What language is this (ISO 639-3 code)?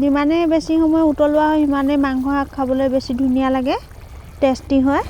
asm